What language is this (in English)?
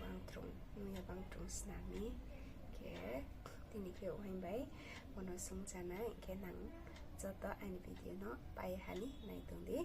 Riang (India)